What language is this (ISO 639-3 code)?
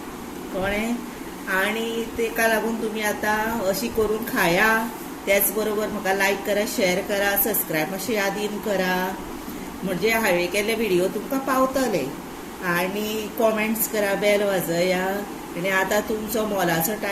kok